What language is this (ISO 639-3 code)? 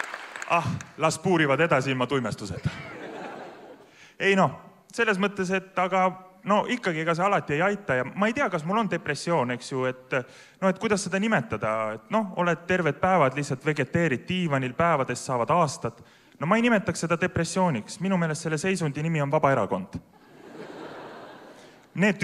est